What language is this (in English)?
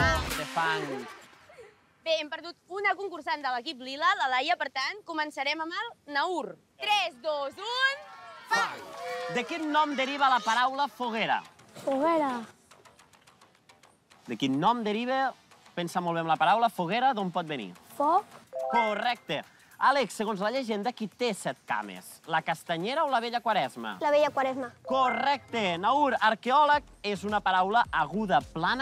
Catalan